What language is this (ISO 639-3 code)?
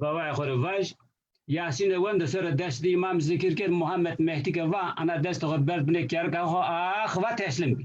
zza